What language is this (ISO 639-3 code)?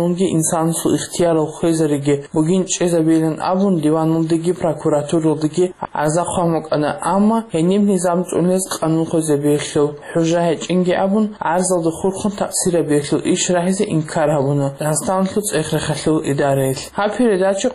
ava